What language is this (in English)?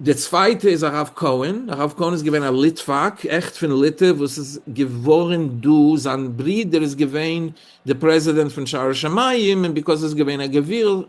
Yiddish